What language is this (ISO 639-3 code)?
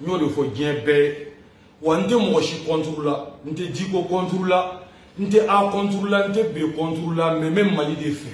bam